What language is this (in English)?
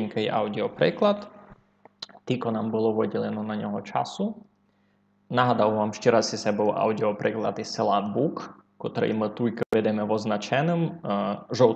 Rusyn